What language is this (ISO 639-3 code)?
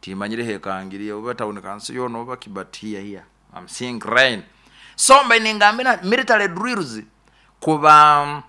nyo